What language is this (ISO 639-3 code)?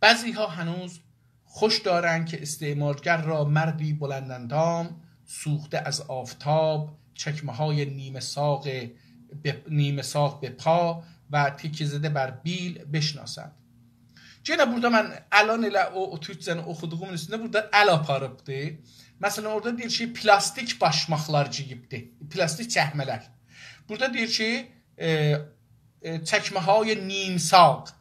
azb